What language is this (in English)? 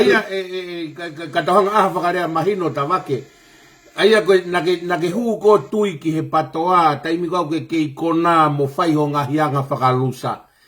Tongan